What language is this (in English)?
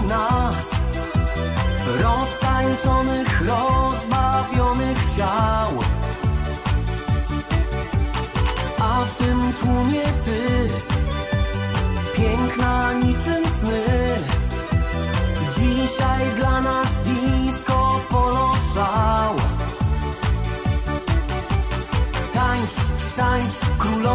Polish